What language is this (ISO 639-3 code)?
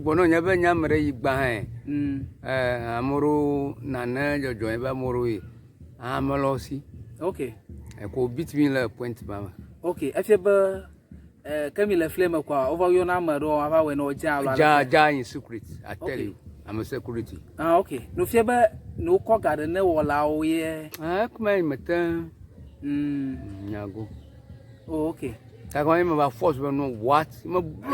ewe